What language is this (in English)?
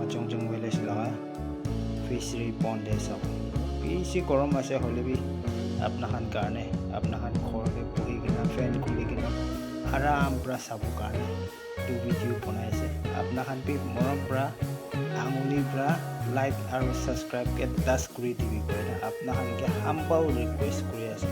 Naga Pidgin